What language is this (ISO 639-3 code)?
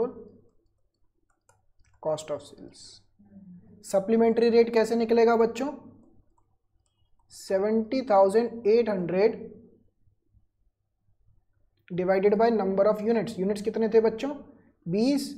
hin